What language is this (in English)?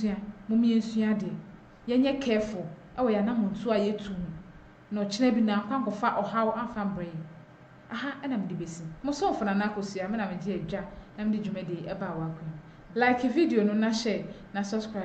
Akan